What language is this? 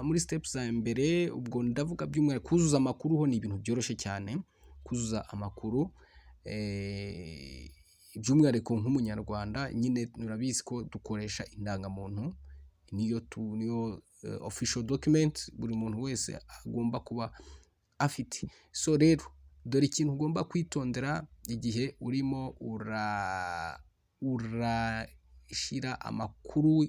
Kinyarwanda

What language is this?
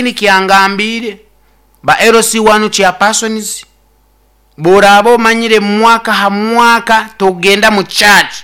Nyoro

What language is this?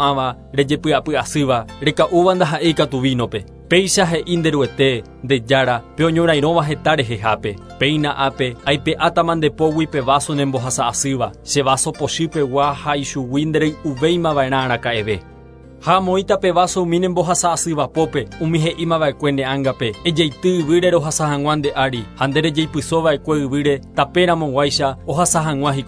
Guarani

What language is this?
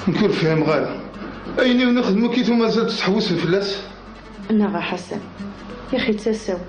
Kabyle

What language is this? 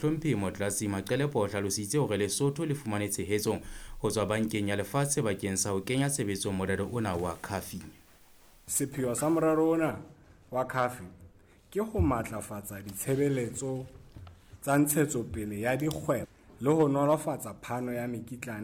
Southern Sotho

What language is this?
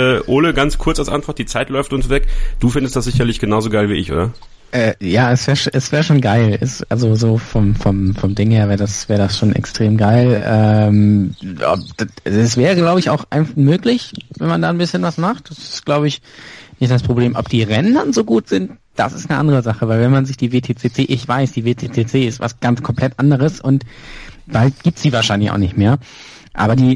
German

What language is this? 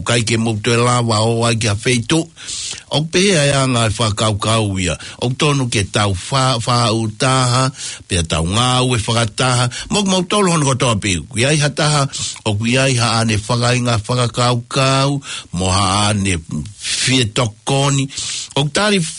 Tongan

